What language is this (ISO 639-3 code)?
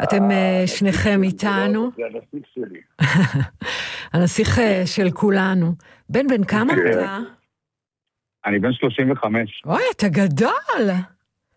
heb